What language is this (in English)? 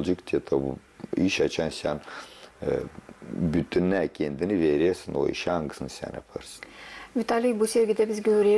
Gagauz